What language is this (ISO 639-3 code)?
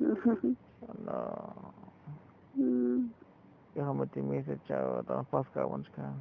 tzo